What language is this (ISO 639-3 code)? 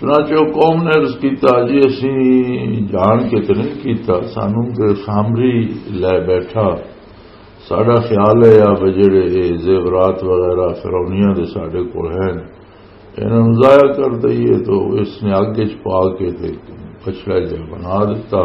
lah